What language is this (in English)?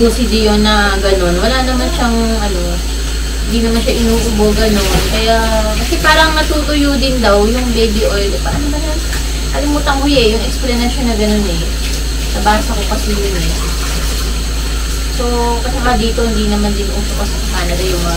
Filipino